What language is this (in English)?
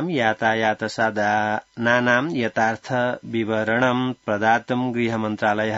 Sanskrit